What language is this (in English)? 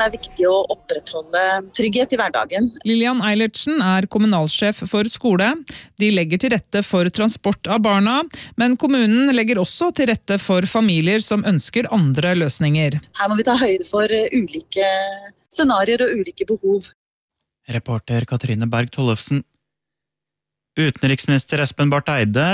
Norwegian